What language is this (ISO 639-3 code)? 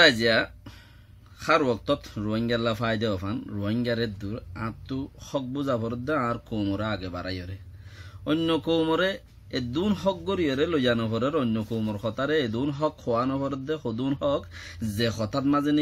rhg